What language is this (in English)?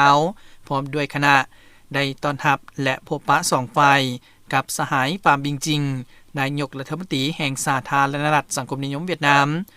Lao